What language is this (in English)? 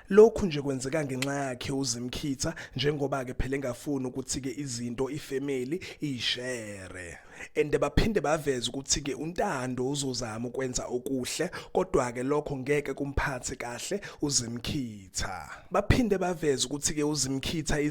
Zulu